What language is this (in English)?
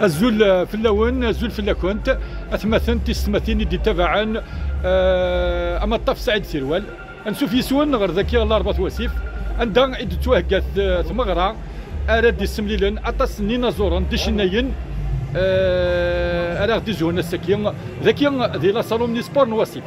Kabyle